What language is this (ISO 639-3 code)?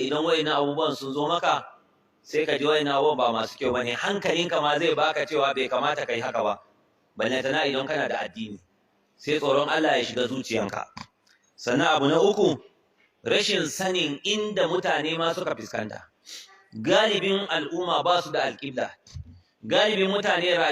hau